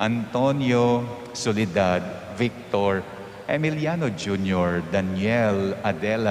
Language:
Pampanga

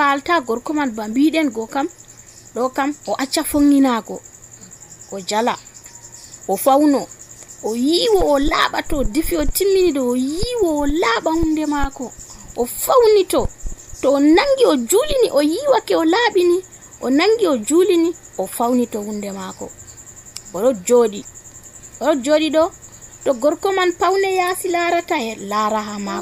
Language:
Nigerian Fulfulde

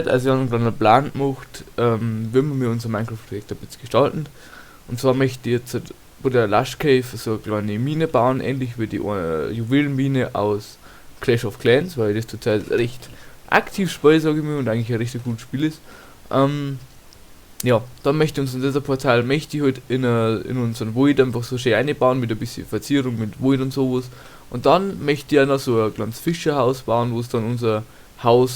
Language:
Bavarian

